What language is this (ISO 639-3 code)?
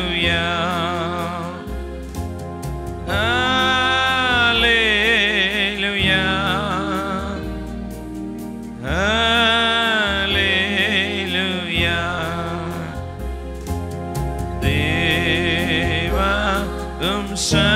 tam